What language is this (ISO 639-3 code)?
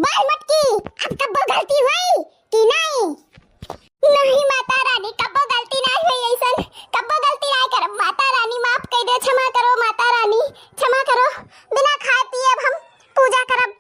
awa